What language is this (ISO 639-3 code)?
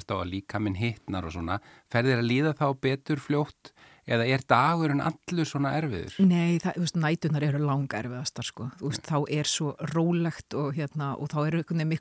isl